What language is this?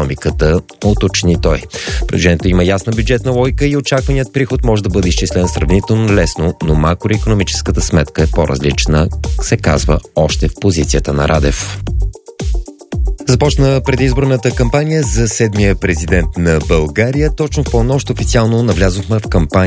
Bulgarian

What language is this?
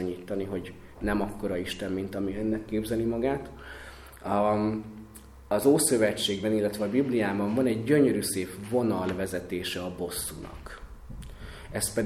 Hungarian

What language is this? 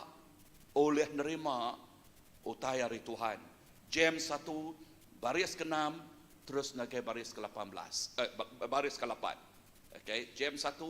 Iban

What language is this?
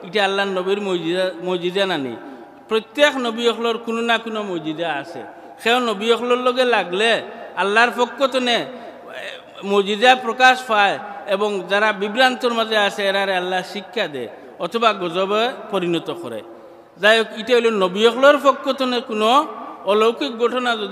Sylheti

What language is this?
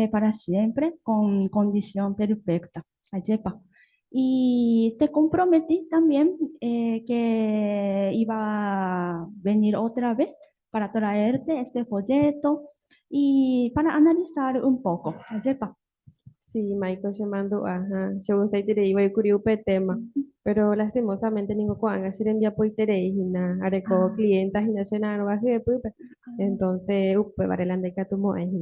Guarani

